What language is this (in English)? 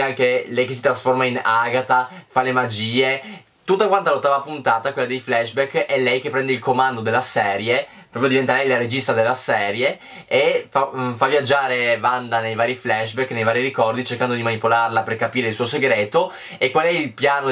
Italian